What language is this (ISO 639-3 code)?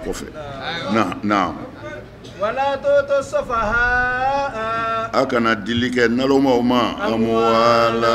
bam